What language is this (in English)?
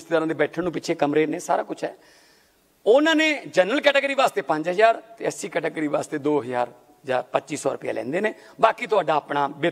Punjabi